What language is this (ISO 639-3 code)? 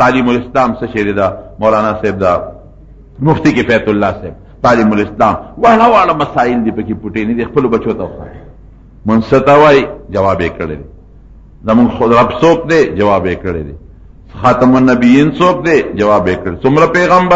pus